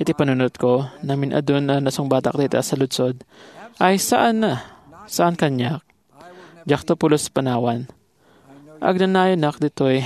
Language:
Iloko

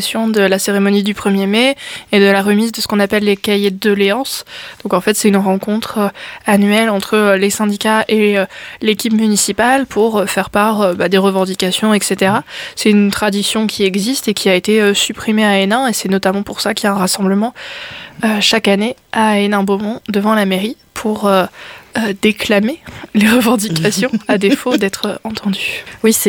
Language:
French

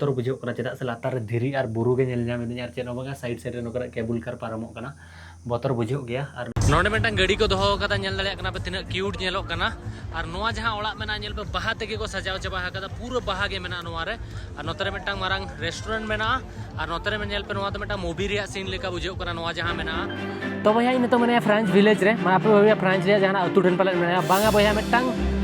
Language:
Santali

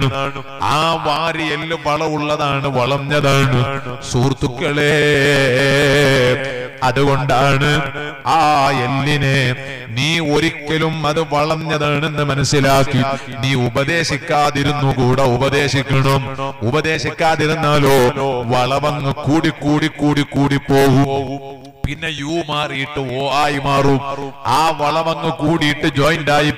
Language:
Malayalam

